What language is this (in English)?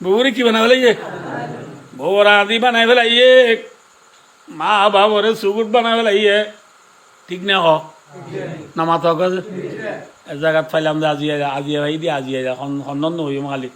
Rohingya